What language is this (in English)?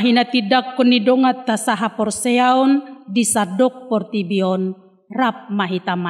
Batak Toba